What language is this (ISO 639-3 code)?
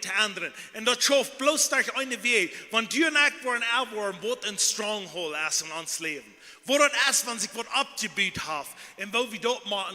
pdt